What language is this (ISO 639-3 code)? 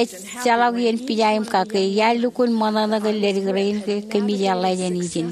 mah